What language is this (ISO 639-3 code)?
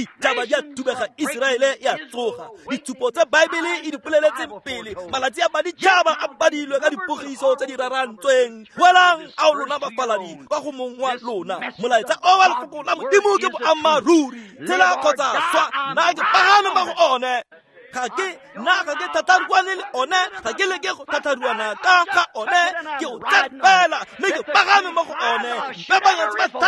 tsn